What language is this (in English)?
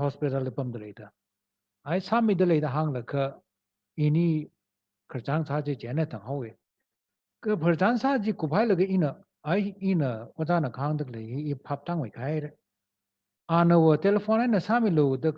Tangkhul Naga (India)